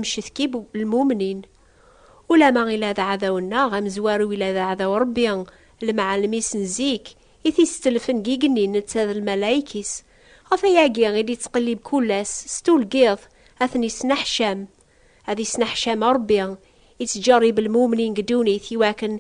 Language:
Kabyle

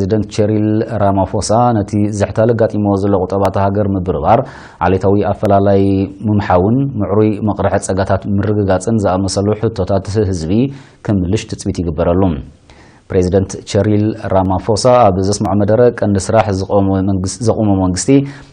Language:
Tigrinya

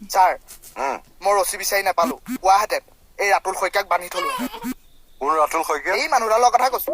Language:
Assamese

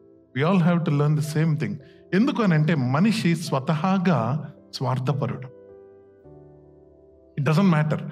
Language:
Telugu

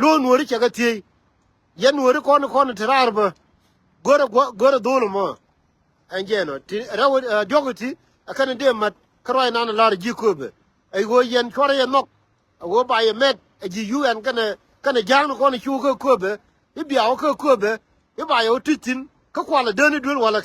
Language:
Nuer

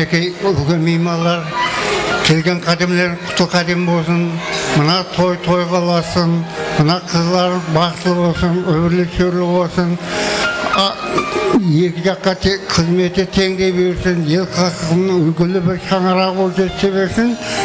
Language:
Kara-Kalpak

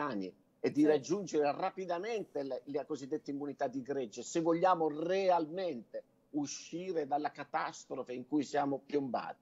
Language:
Italian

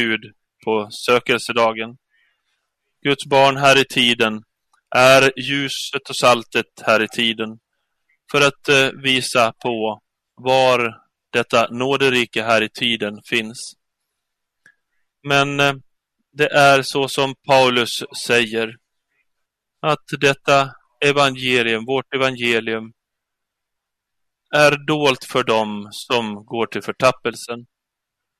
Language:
Swedish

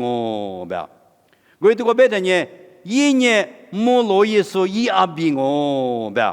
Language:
Lisu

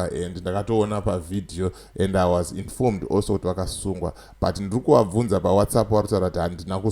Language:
Shona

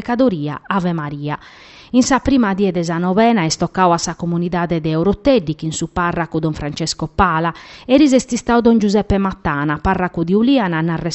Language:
Sardinian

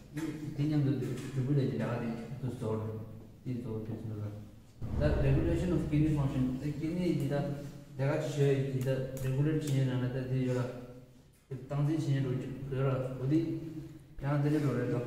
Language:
Tibetan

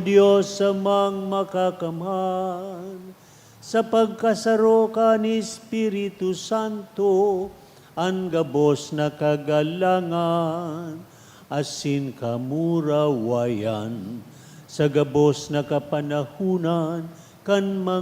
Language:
Bikol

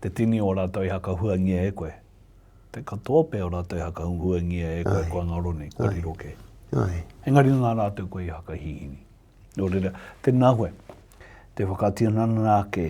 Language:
Māori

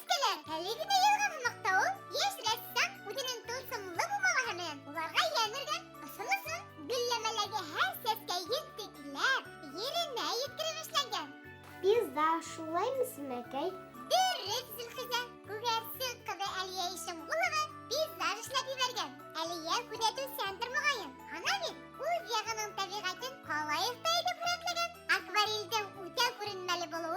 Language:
Bashkir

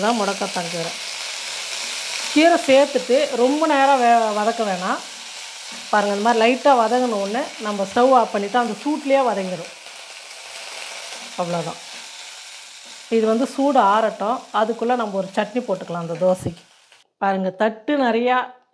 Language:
Tamil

